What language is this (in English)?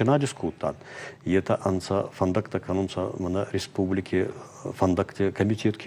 Ossetic